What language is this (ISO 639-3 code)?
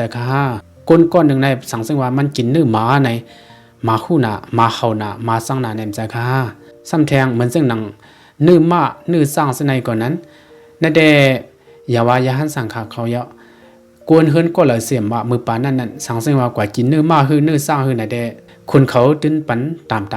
shn